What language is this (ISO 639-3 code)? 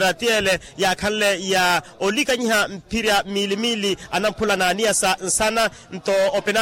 vmw